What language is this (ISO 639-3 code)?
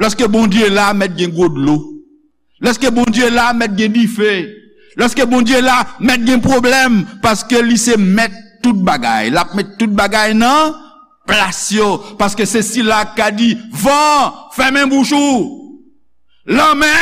hat